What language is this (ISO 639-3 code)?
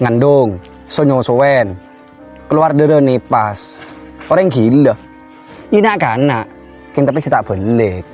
mad